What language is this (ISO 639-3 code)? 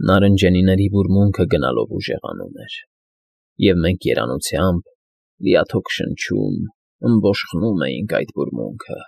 hye